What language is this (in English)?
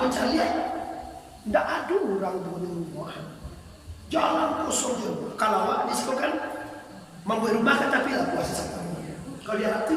Minangkabau